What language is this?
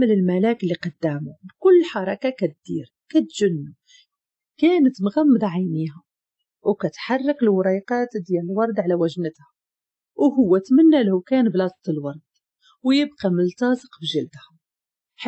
Moroccan Arabic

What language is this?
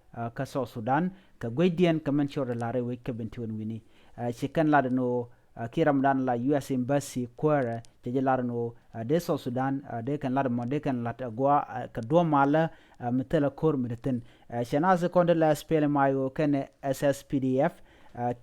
Nuer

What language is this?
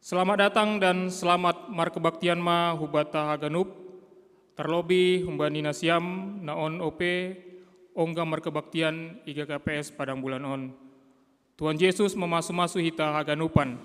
Batak Simalungun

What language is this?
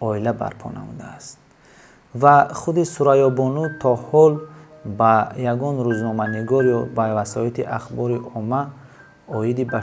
Tajik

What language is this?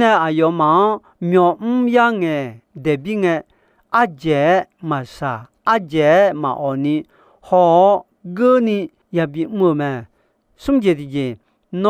Akha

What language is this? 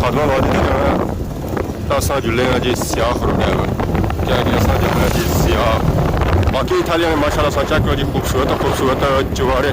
Pahari-Potwari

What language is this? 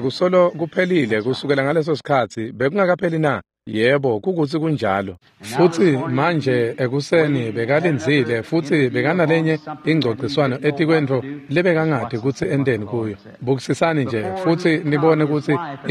Swati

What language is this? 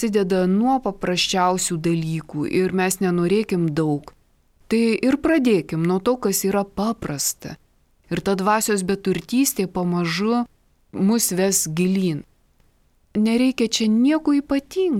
Lithuanian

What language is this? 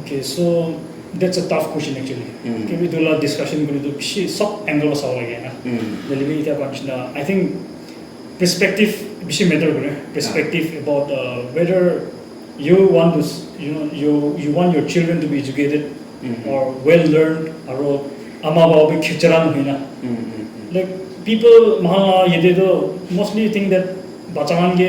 Naga Pidgin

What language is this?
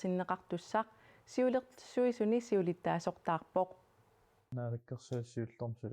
Kalaallisut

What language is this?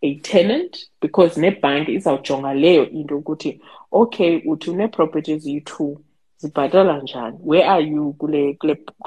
Xhosa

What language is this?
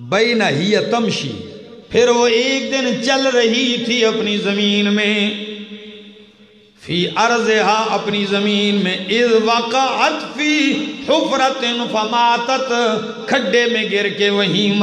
Urdu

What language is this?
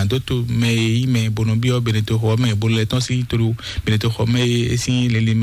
Fon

